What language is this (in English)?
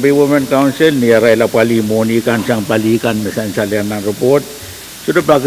Pohnpeian